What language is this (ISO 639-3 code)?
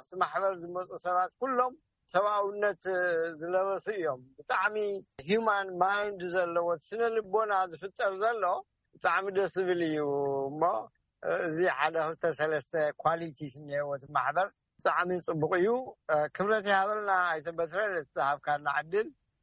tir